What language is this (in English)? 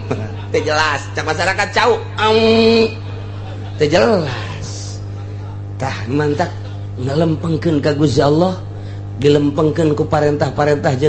Sundanese